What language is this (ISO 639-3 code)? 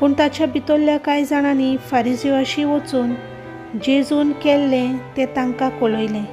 kok